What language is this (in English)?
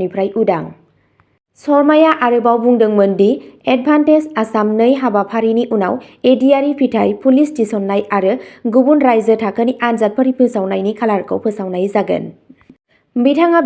Bodo